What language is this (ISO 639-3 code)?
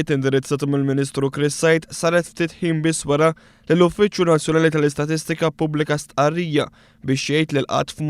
mlt